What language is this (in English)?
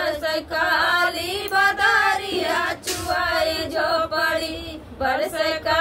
Bhojpuri